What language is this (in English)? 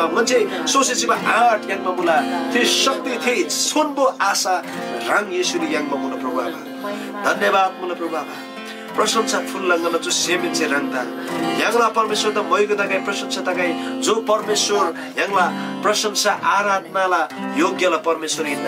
Eastern Tamang